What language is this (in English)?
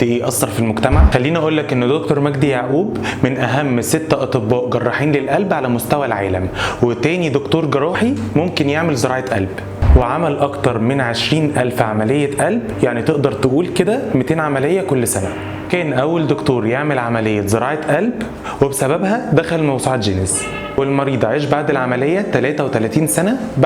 Egyptian Arabic